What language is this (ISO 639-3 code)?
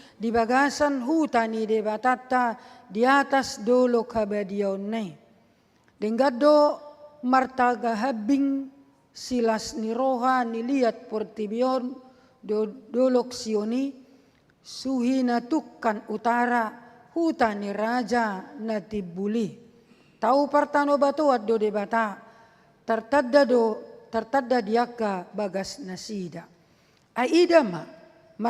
bbc